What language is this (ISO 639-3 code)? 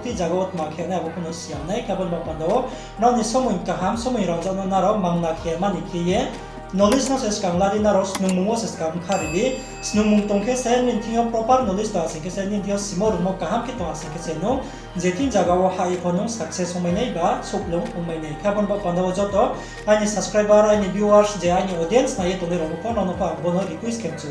ria